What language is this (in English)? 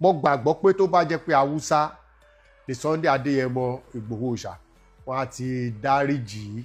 Yoruba